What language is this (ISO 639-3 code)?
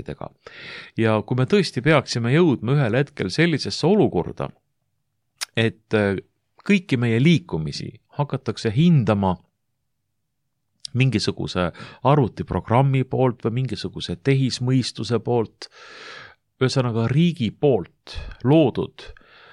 est